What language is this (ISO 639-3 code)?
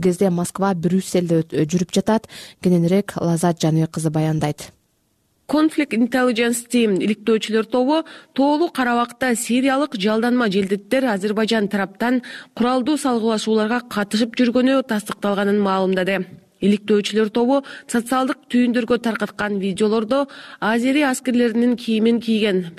kir